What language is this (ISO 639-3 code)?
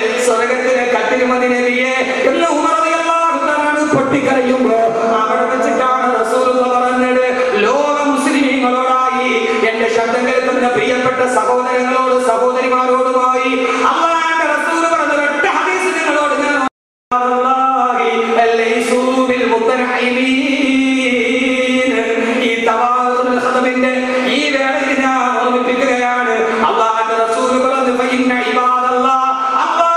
mal